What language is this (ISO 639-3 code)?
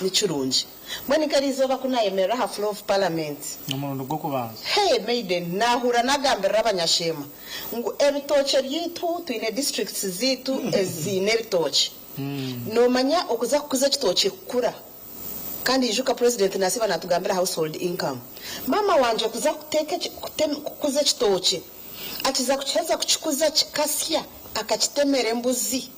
nyn